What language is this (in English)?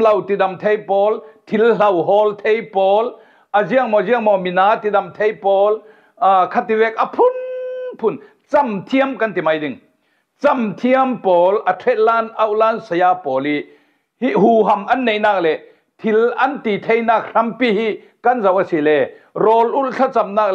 Falam Chin